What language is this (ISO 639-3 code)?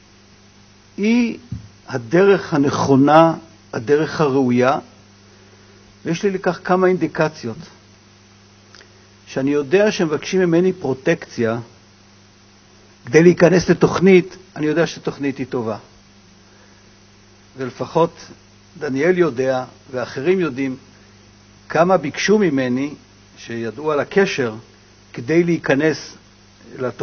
heb